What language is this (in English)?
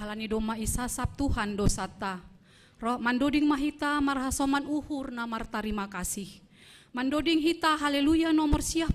Batak Simalungun